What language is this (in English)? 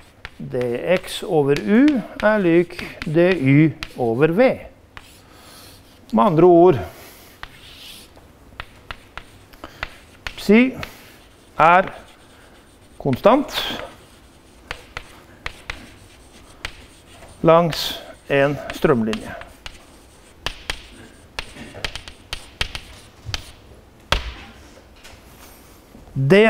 Norwegian